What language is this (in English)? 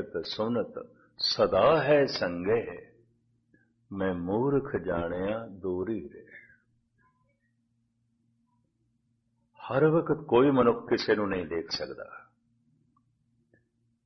Punjabi